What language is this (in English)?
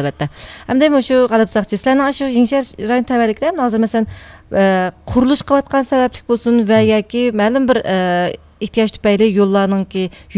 Uyghur